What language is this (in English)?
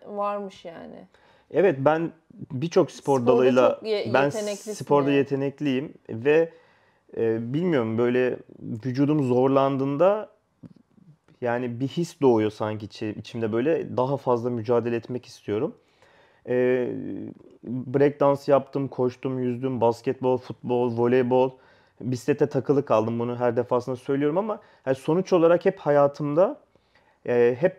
Turkish